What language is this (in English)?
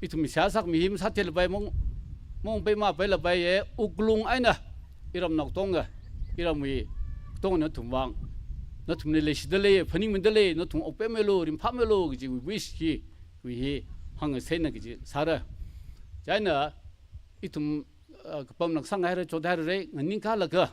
Tangkhul Naga (India)